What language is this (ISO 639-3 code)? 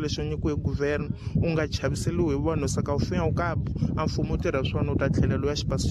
tso